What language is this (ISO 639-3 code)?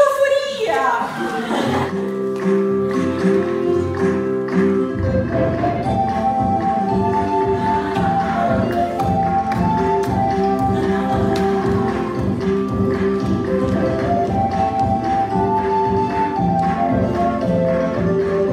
ita